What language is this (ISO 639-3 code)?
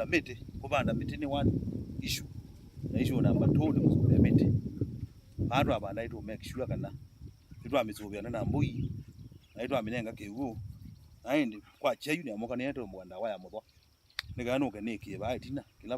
kam